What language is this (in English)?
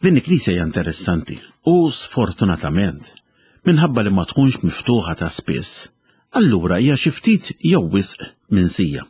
Maltese